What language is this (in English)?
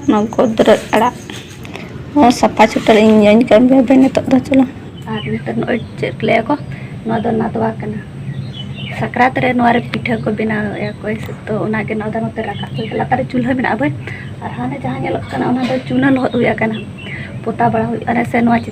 Santali